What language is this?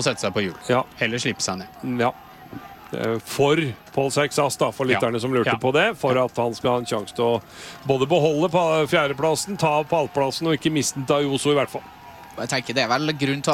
Norwegian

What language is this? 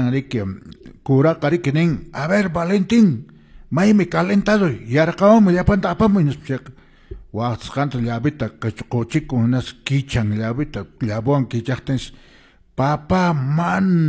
Quechua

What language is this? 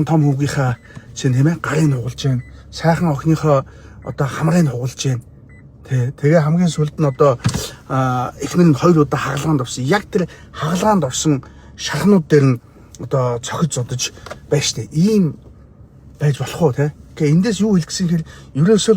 Mongolian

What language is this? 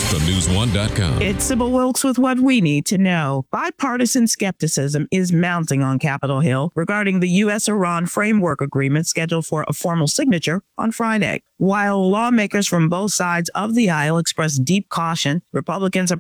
English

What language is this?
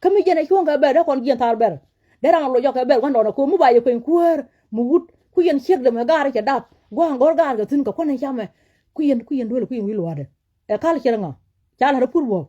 Nuer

